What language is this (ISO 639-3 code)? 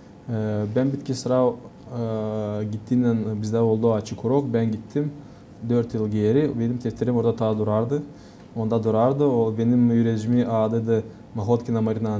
gag